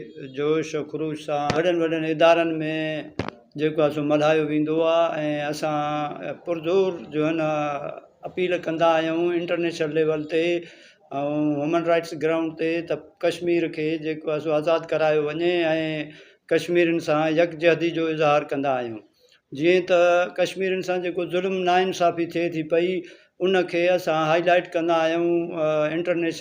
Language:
Sindhi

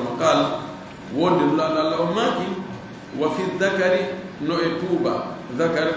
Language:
Fula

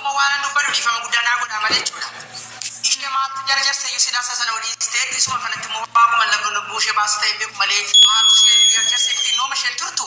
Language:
Oromo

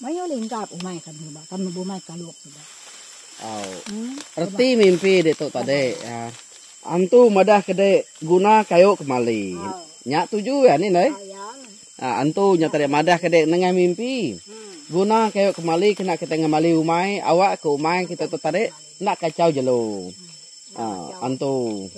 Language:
Iban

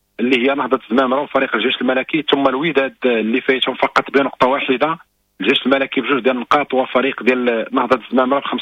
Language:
Moroccan Arabic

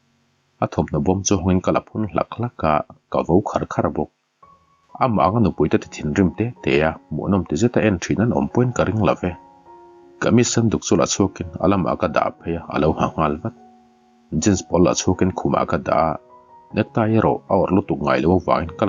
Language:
Mizo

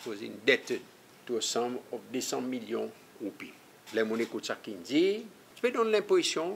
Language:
Seselwa Creole French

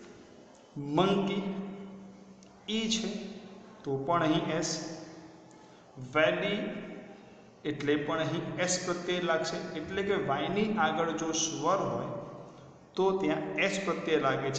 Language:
Gujarati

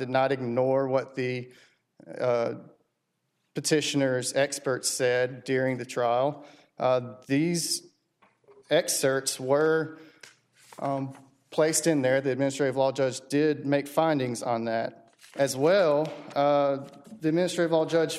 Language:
English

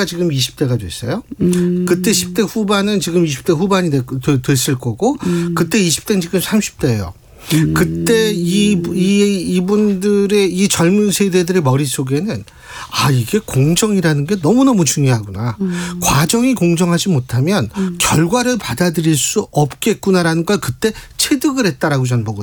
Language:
Korean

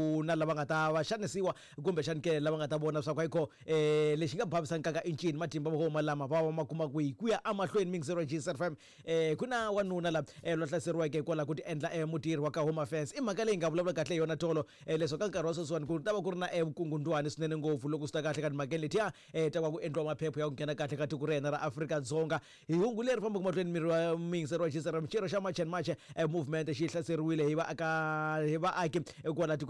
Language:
Tsonga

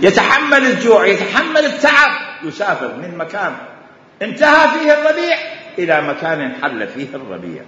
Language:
Mesopotamian Arabic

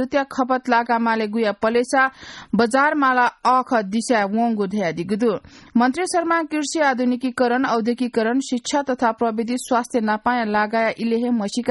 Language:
Newari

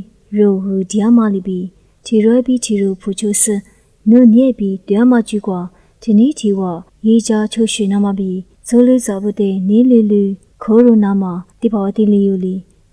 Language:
Lisu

